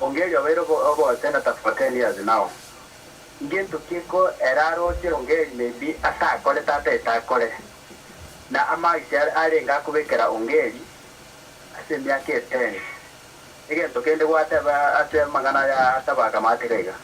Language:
Gusii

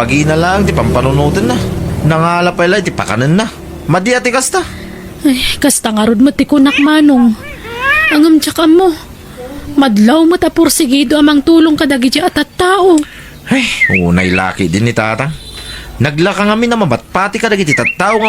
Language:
Iloko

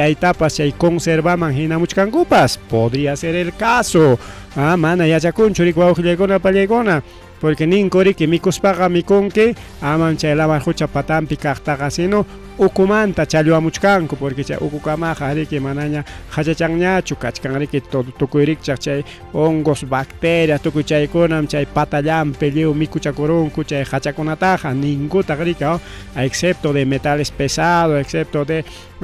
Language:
Ayacucho Quechua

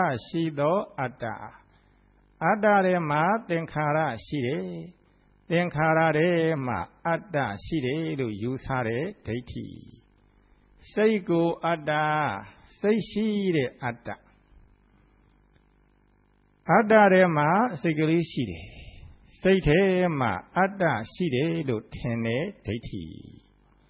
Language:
Burmese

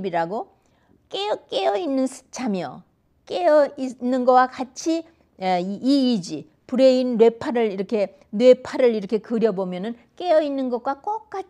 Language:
Korean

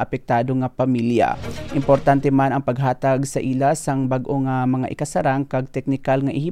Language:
Hiligaynon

